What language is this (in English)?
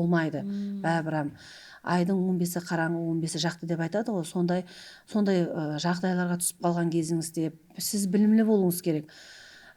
Kara-Kalpak